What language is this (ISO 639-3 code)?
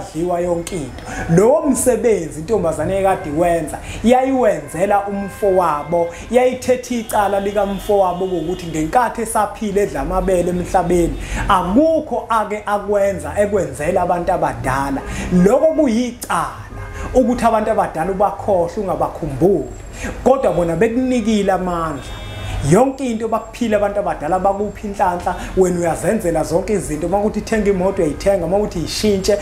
zul